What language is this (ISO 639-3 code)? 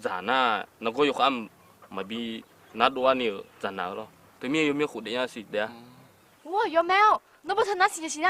ahk